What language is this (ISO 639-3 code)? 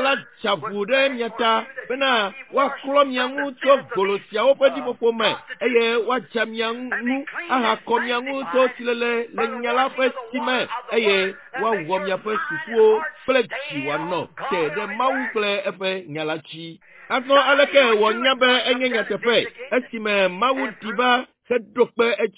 ewe